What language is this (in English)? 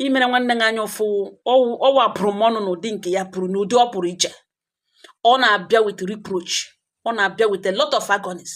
Igbo